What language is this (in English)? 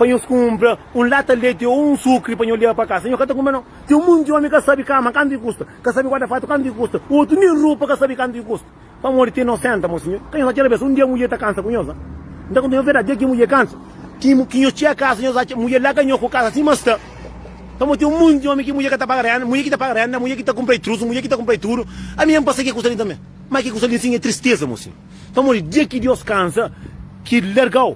Kabuverdianu